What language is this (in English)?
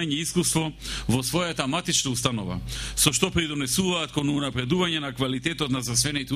Macedonian